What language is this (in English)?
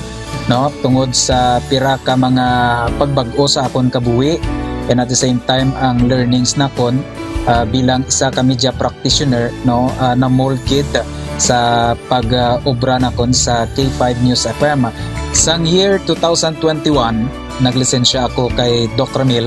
Hiligaynon